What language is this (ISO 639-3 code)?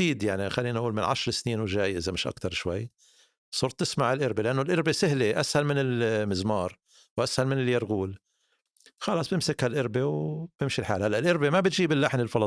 apc